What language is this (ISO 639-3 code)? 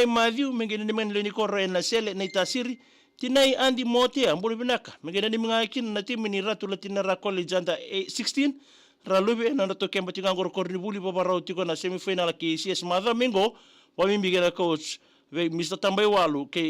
fij